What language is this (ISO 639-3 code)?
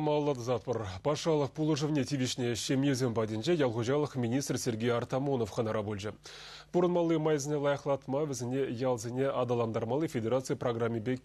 chv